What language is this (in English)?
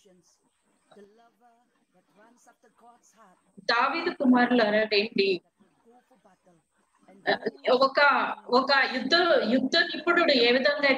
Telugu